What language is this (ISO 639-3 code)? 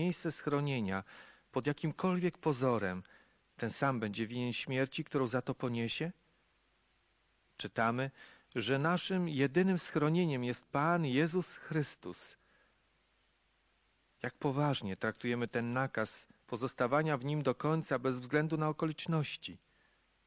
pol